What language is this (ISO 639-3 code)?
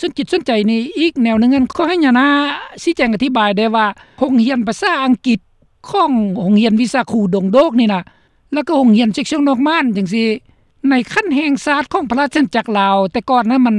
lao